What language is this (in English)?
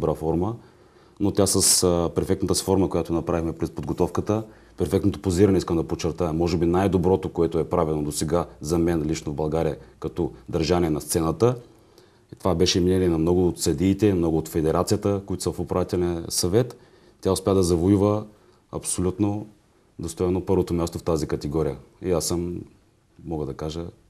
Bulgarian